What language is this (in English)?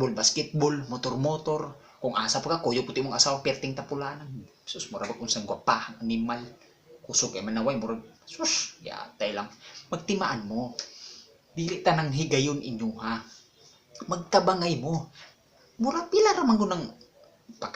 Cebuano